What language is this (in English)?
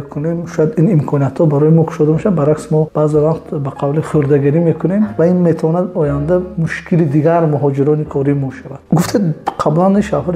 Tajik